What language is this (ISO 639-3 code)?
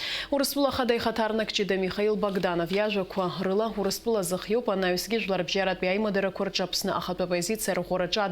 abk